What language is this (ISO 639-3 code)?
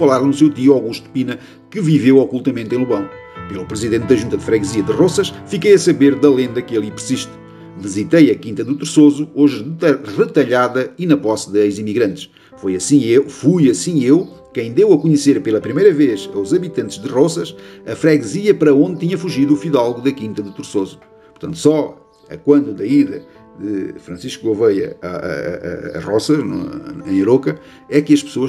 por